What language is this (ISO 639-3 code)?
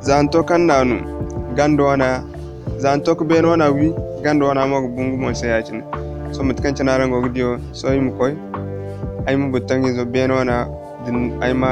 dje